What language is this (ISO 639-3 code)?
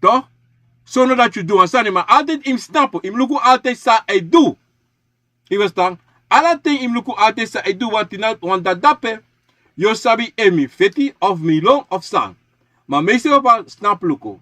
srn